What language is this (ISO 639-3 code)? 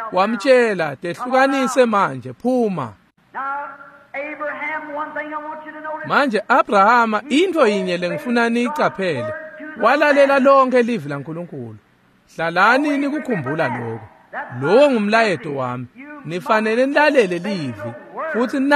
ssw